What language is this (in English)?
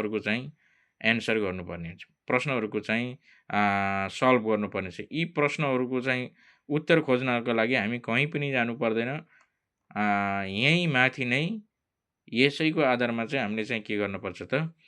Nepali